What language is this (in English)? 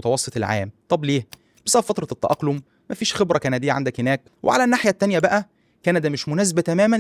Egyptian Arabic